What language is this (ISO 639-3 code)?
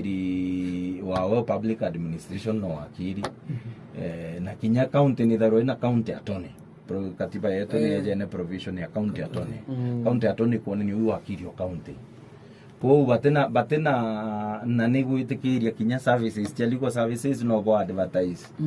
mer